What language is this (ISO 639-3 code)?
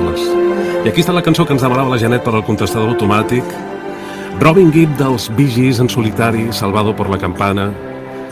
cat